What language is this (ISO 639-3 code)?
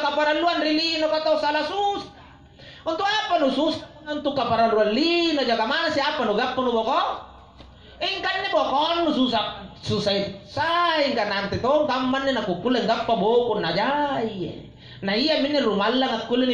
mak